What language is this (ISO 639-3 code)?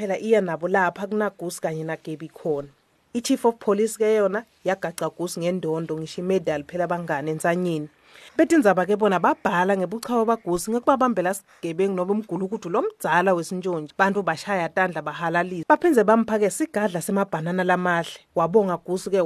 ssw